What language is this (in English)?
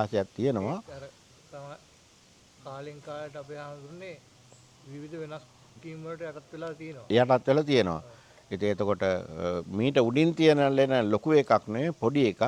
Sinhala